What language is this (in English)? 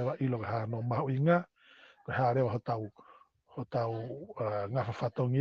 Tongan